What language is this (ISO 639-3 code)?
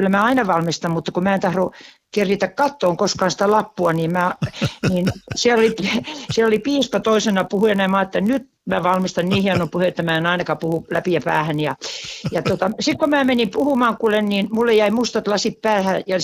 fin